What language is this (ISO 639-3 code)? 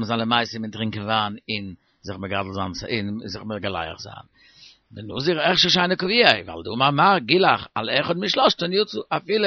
yid